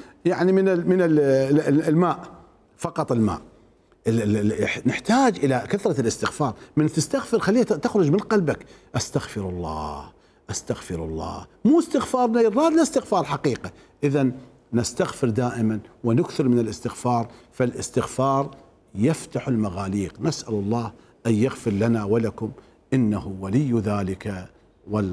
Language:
Mesopotamian Arabic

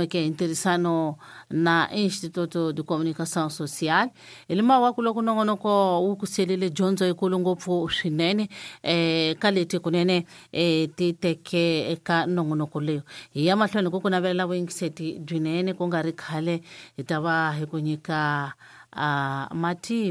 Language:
Tsonga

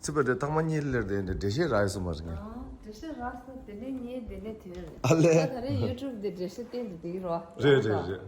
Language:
Tibetan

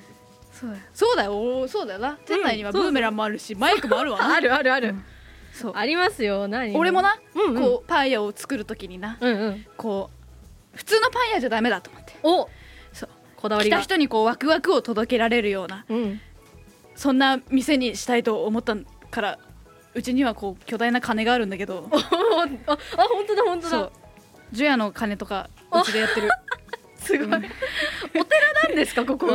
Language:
Japanese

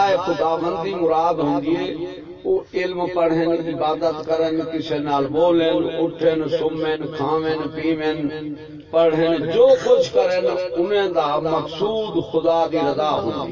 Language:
Saraiki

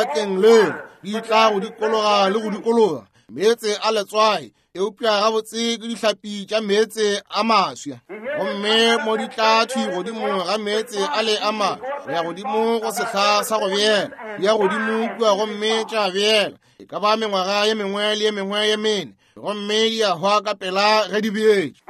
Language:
Northern Sotho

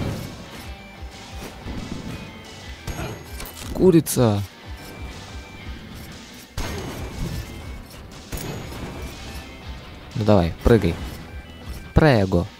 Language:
Russian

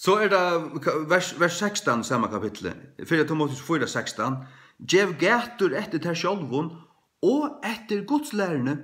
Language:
Faroese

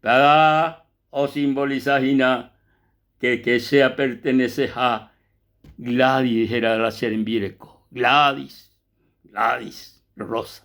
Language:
Guarani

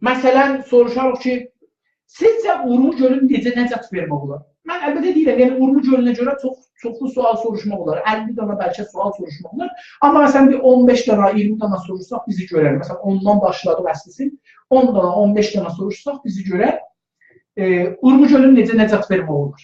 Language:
South Azerbaijani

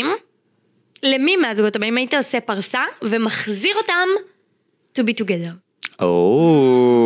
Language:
Hebrew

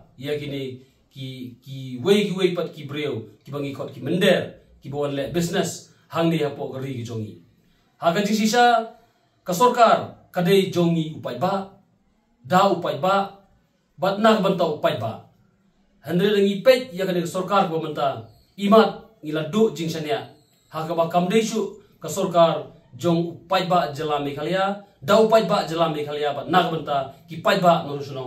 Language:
Khasi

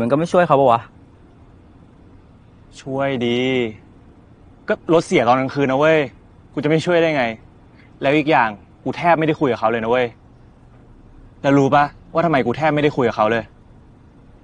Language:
Thai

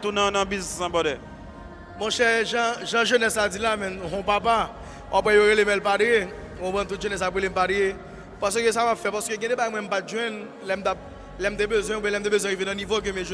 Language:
Haitian Creole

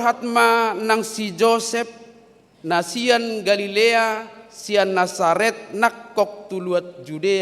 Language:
Batak Toba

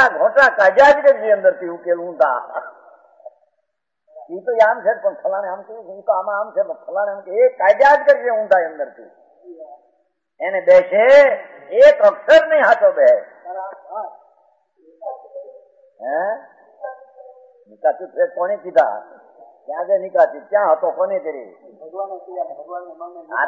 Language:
Gujarati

